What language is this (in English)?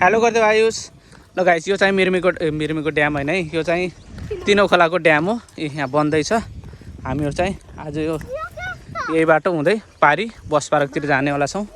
Nepali